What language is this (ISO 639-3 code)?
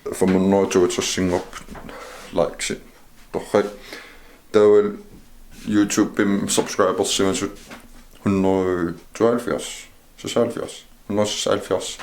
kal